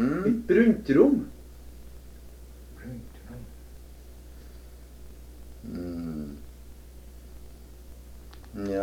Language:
Norwegian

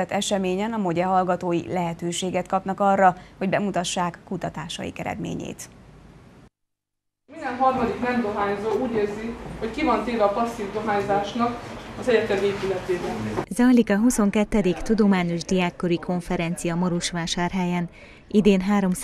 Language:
Hungarian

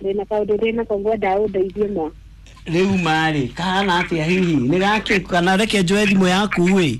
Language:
Kikuyu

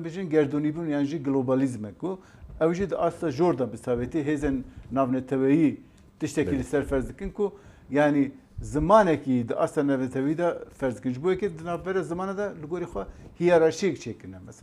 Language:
Kurdish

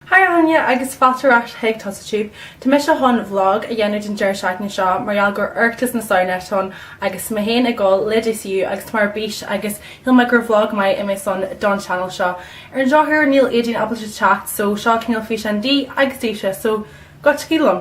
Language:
Irish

